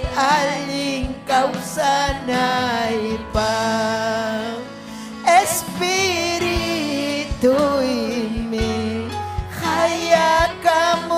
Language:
Ayacucho Quechua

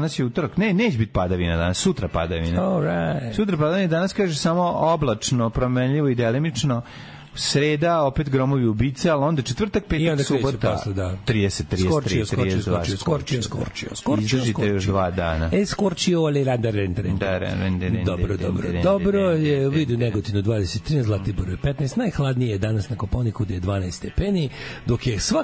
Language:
Serbian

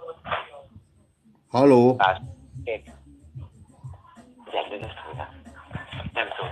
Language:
Hungarian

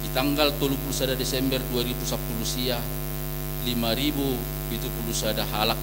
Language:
Batak Toba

